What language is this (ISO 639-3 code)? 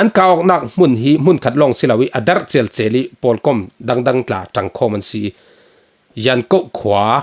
cfm